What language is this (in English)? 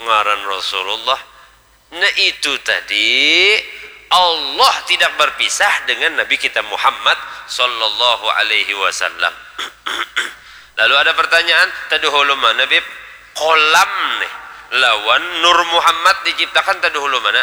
Banjar